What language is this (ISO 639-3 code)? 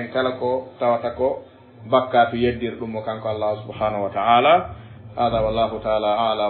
ful